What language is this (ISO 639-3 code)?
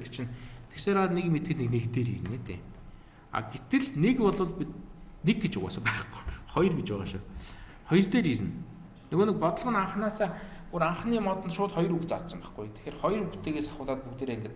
mon